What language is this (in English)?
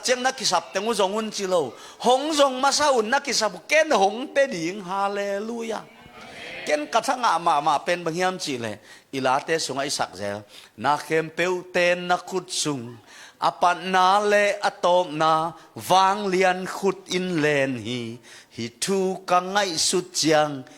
Tedim Chin